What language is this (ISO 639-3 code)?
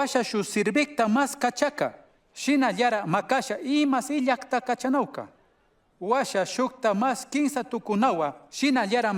qug